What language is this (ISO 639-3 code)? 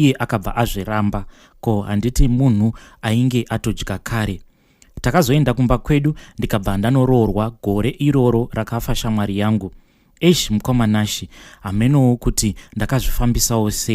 sna